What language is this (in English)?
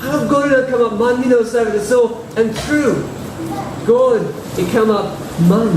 Tok Pisin